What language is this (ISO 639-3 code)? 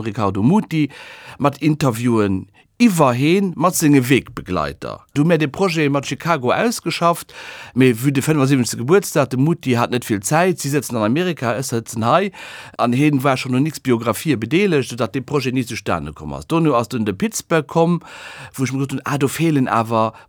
ltz